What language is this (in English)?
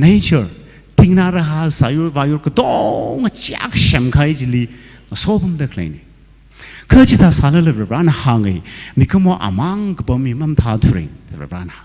Tangkhul Naga (India)